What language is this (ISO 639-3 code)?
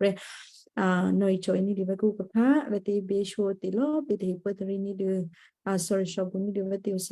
kyu